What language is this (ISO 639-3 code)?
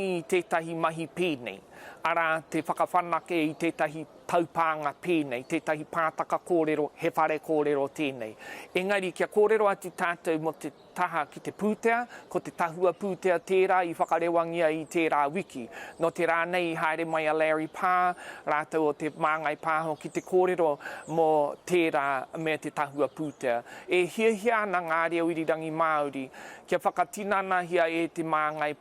mri